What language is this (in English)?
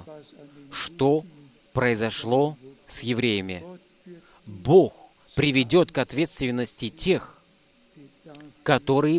Russian